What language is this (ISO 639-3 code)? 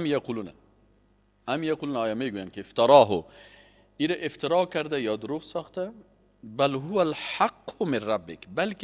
fas